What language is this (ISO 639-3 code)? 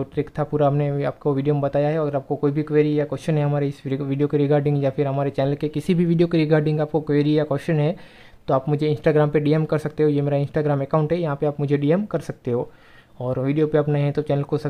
hin